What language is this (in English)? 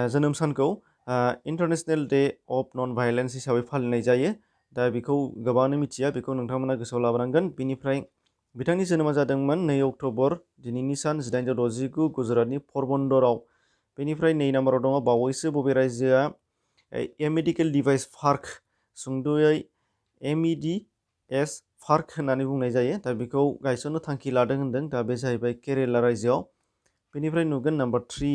Bodo